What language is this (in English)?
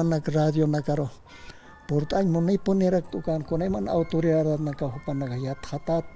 Aymara